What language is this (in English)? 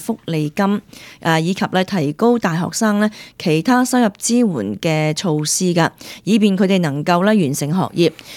Cantonese